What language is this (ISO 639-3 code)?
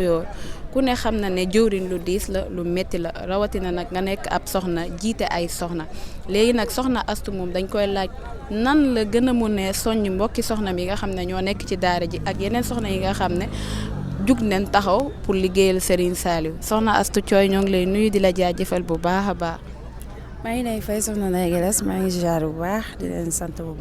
wol